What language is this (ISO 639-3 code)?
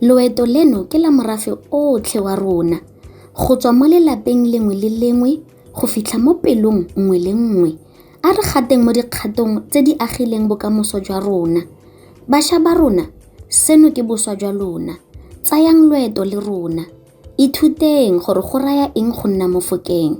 tsn